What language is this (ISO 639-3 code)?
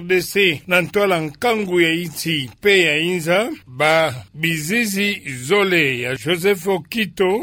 ktu